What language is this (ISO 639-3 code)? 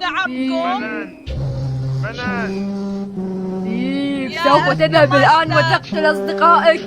acm